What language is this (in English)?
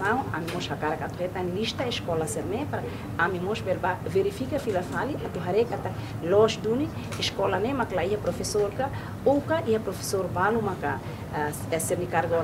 Tetum